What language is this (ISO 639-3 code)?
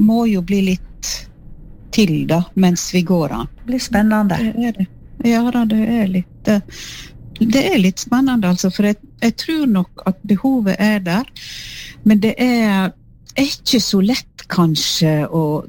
nor